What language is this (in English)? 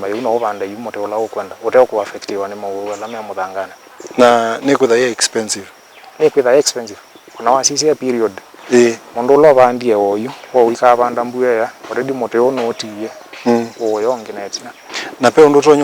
Kamba